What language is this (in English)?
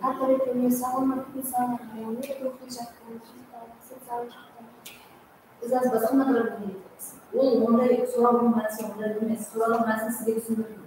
Kara-Kalpak